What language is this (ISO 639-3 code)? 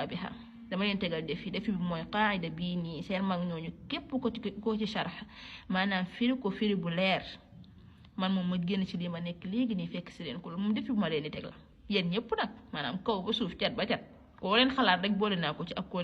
wol